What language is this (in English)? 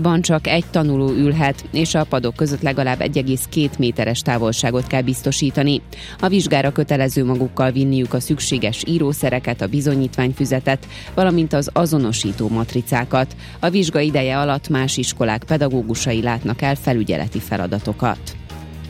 Hungarian